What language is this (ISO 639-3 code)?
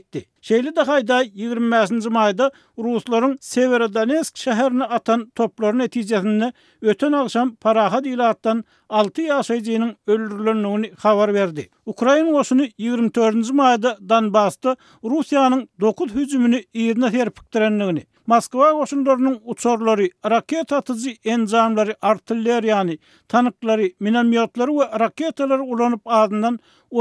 tuk